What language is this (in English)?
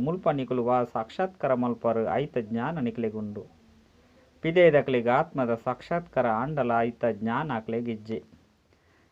Tulu